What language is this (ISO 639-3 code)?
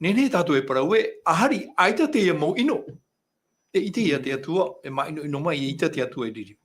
tah